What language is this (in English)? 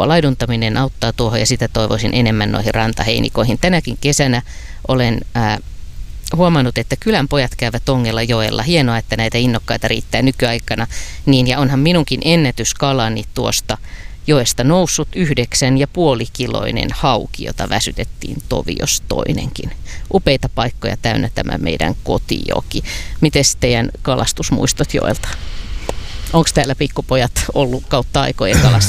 Finnish